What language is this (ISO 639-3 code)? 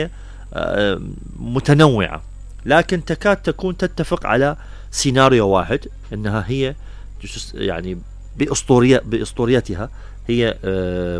acm